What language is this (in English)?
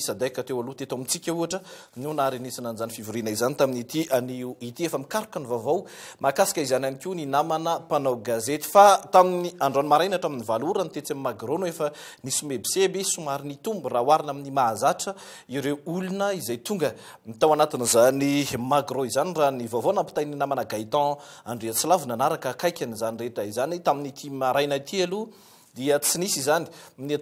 Malagasy